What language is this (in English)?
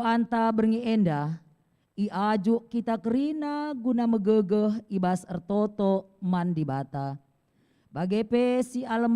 Batak Karo